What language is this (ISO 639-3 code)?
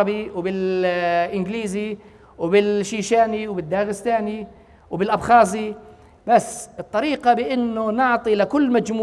apc